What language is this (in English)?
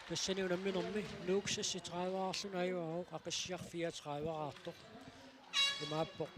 Kalaallisut